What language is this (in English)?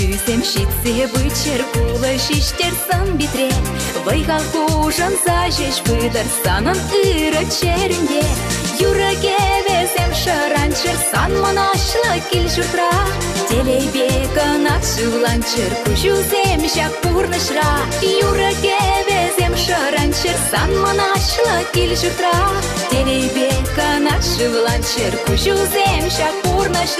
Chuvash